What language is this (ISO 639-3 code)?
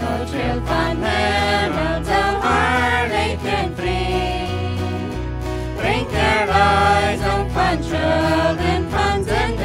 pdt